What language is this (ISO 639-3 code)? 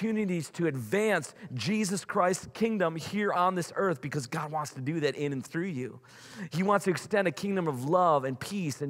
eng